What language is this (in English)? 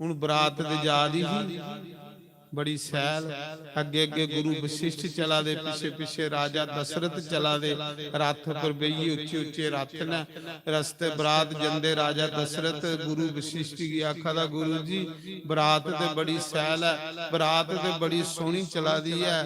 Dogri